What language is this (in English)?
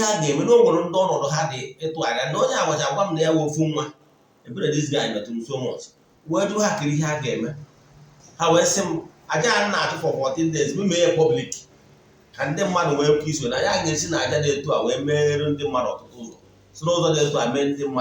Igbo